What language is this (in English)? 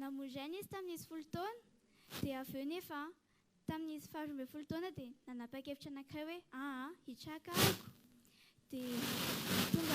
Malagasy